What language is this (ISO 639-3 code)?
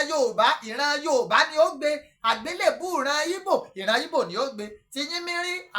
yor